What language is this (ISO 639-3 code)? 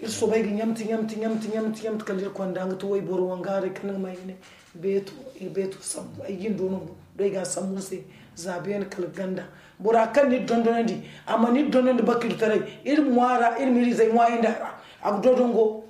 dje